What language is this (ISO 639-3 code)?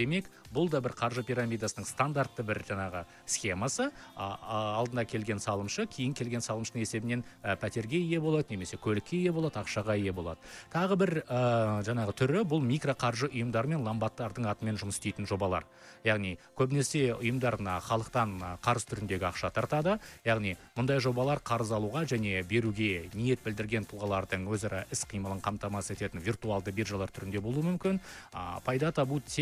kaz